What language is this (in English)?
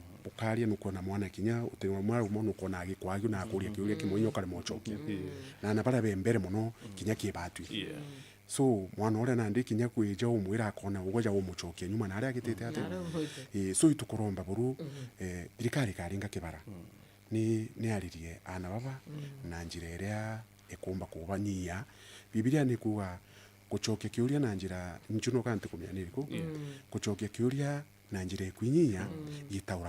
Meru